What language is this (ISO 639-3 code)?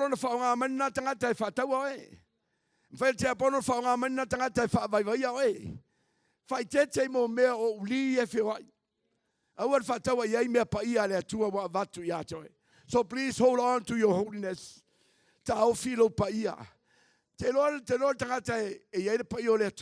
smo